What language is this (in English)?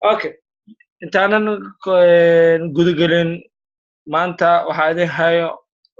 Somali